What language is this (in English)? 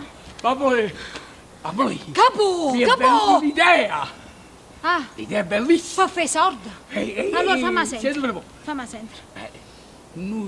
Neapolitan